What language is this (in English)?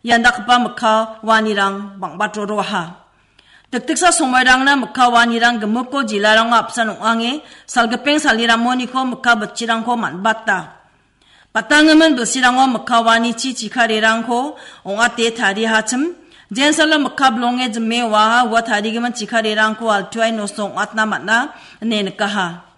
Garo